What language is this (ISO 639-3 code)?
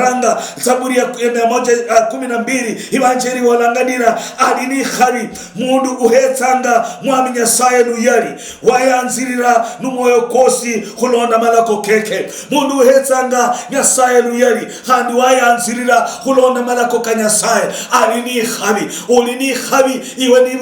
luy